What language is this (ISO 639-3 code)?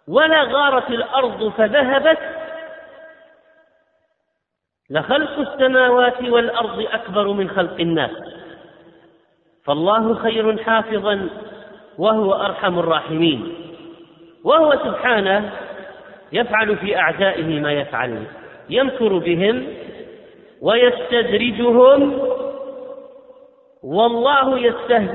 ara